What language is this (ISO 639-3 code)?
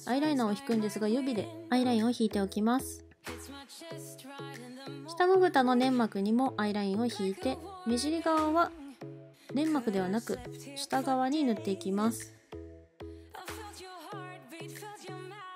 jpn